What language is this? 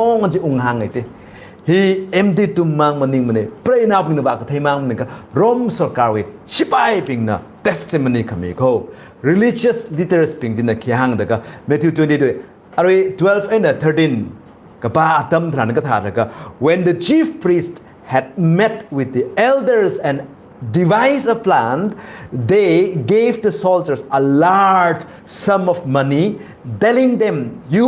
Tangkhul Naga (India)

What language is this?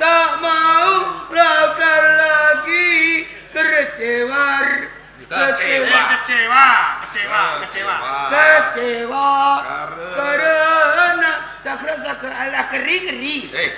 Javanese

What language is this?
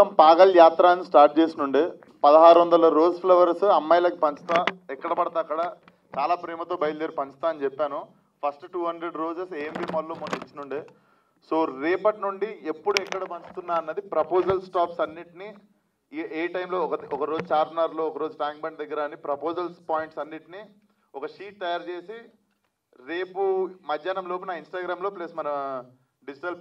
Telugu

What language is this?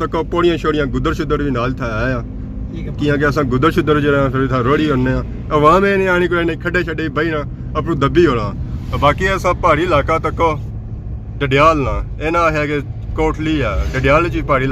Pahari-Potwari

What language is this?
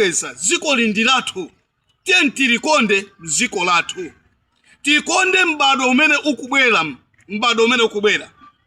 Nyanja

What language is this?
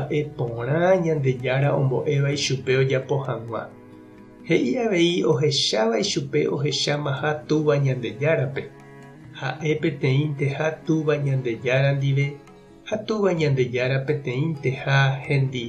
Guarani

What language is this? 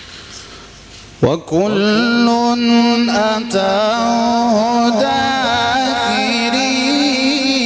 Arabic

